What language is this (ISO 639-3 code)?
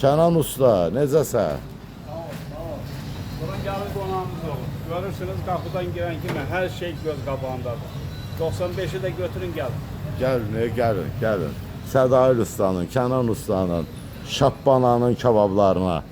aze